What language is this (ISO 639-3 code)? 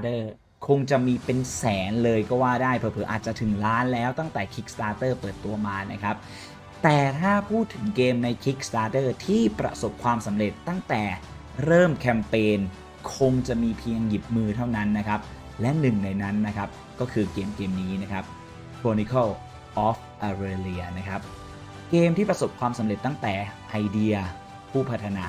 tha